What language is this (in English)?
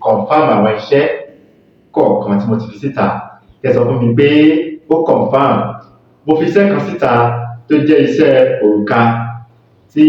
Yoruba